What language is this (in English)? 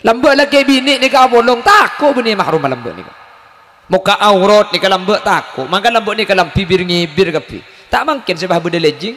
Madurese